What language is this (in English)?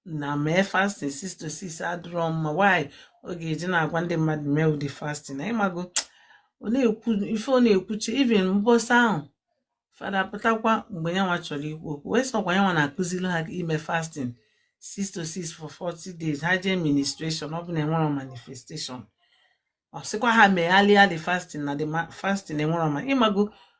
Igbo